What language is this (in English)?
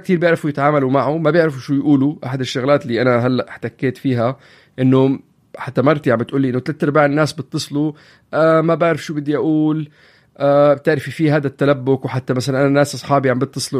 North Levantine Arabic